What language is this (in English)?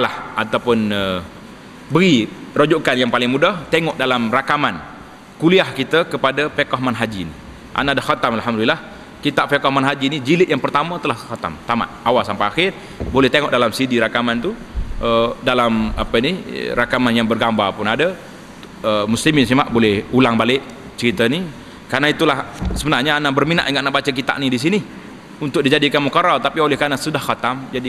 Malay